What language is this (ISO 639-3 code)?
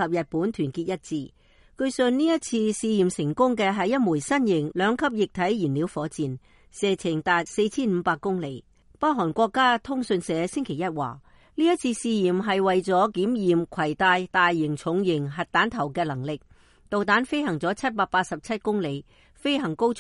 yue